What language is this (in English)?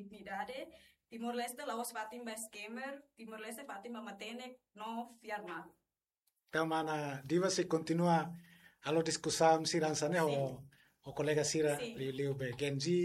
Tetum